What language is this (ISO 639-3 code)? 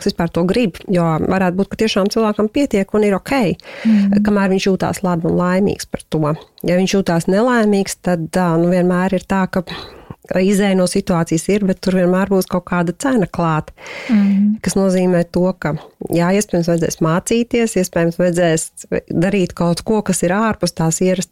lav